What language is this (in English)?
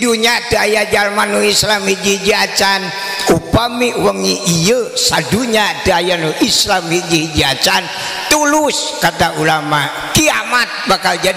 Sundanese